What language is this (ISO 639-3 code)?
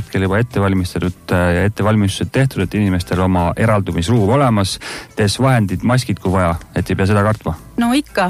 est